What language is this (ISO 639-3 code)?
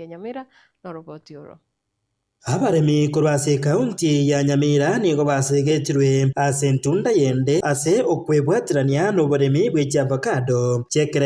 guz